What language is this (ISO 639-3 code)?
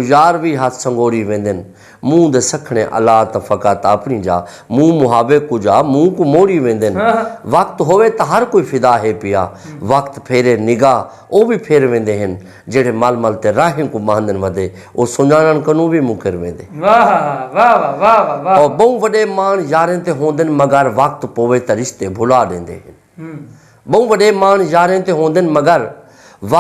skr